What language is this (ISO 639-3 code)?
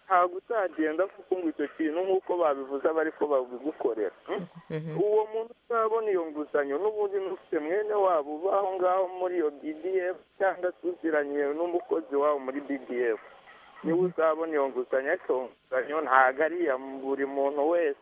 kin